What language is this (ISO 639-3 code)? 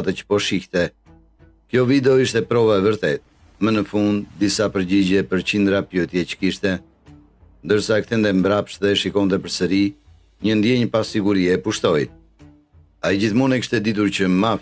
sqi